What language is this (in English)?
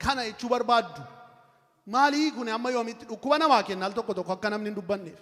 Oromo